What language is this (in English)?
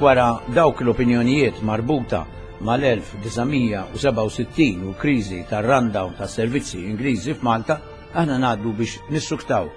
Maltese